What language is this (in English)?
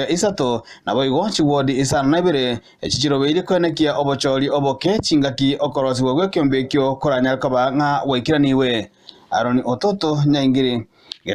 Gusii